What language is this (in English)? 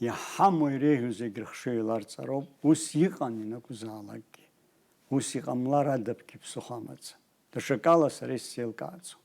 Abkhazian